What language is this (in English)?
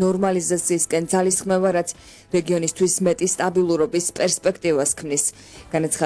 Georgian